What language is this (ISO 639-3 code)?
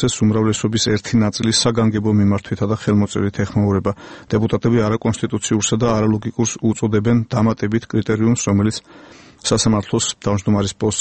kat